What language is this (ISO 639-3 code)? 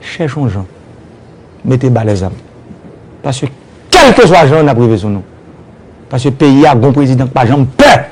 hat